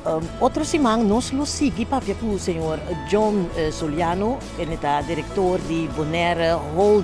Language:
Papiamento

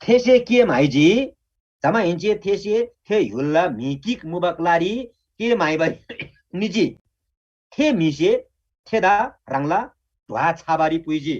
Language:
Eastern Tamang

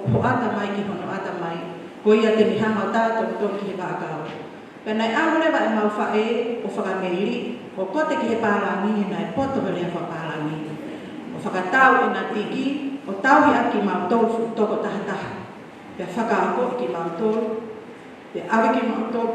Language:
Tongan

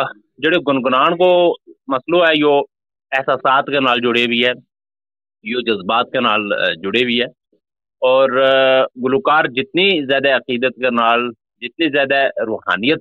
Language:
Gujari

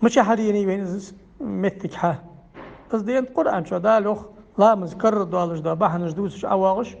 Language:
Ingush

